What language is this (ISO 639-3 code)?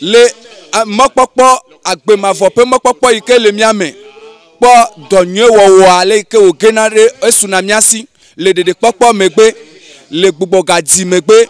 ewe